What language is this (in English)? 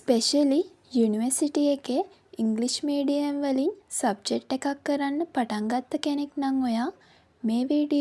Sinhala